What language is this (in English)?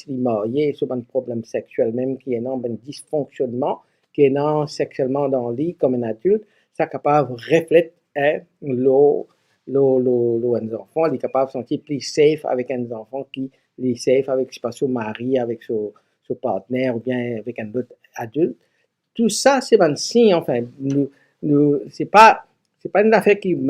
Morisyen